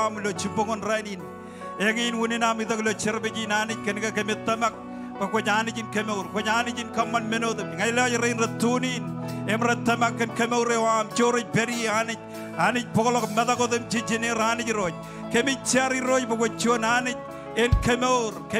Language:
Marshallese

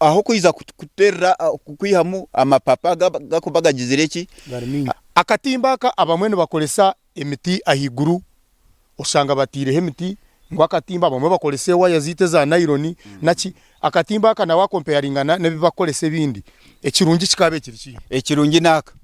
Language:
Nyankole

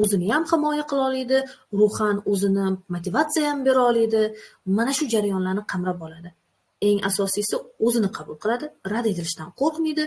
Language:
Uzbek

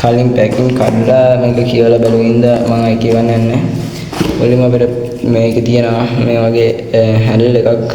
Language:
Sinhala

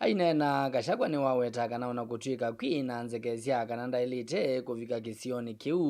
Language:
Kamba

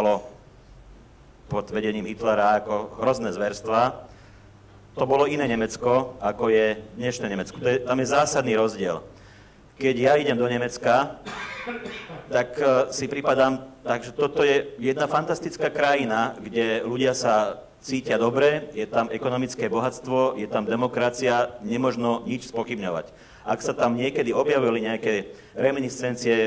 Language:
Slovak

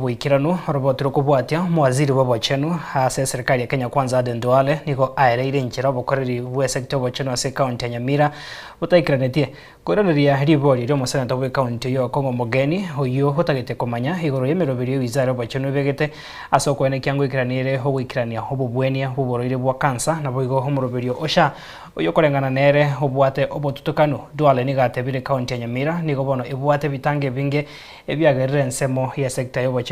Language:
Gusii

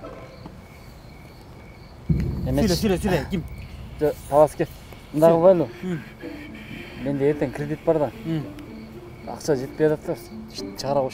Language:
Kyrgyz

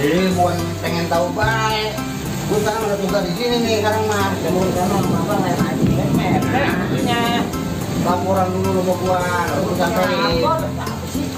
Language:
Betawi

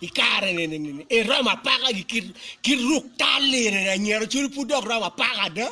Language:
Acoli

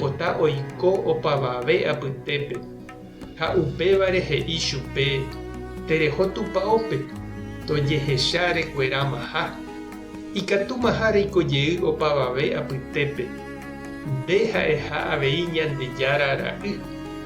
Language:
Guarani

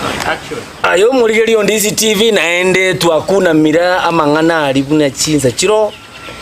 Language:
Gusii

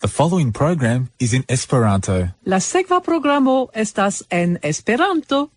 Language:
Esperanto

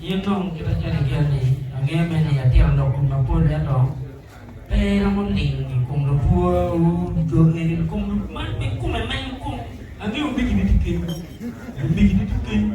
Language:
Acoli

